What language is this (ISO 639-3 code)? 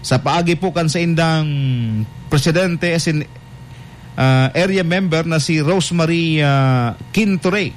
bik